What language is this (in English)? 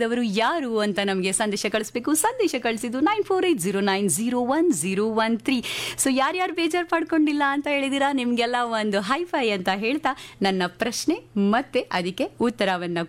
Kannada